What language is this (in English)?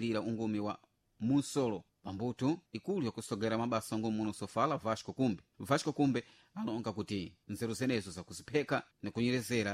Sena